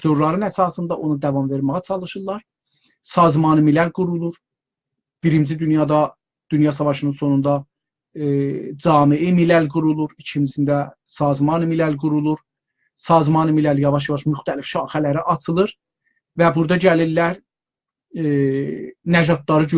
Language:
South Azerbaijani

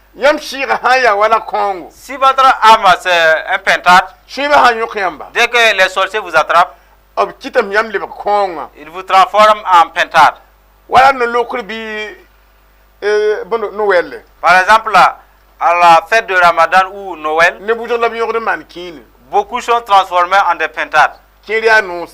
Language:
Mossi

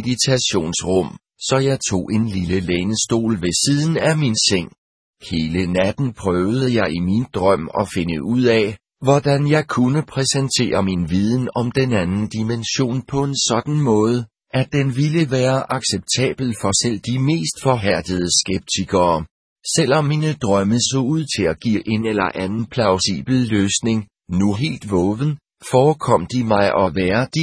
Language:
Danish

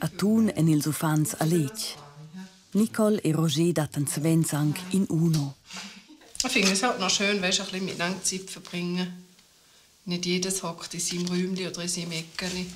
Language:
Romansh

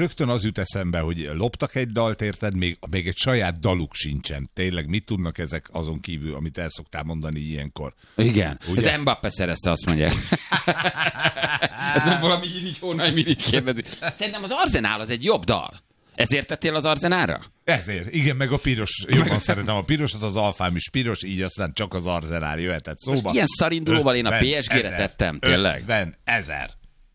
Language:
Hungarian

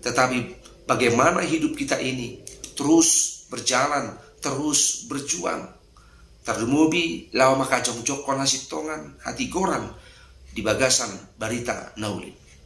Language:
Batak Toba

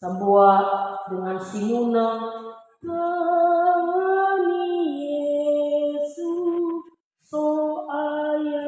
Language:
Nias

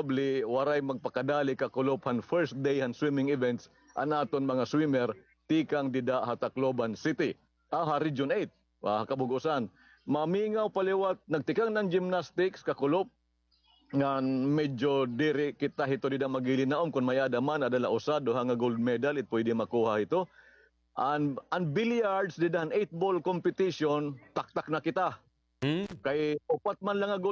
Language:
Waray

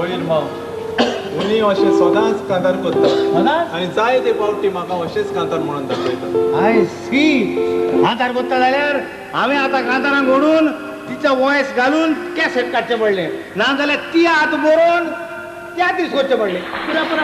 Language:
Konkani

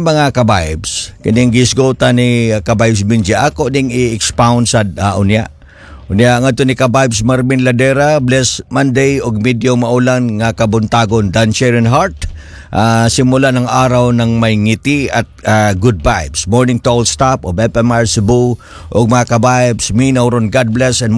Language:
Cebuano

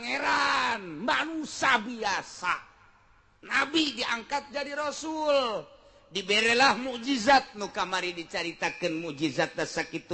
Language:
Sundanese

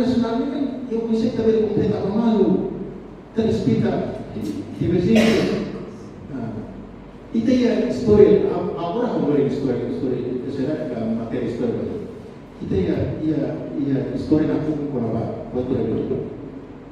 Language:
Tetum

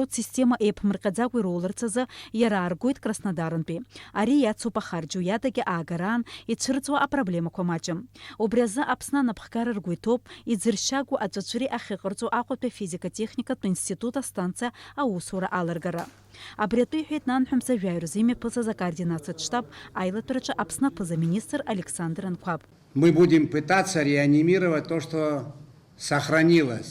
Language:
Abkhazian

